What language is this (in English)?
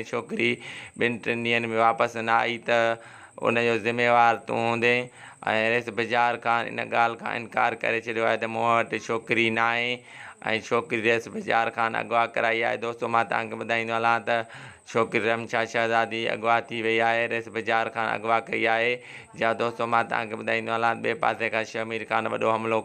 Sindhi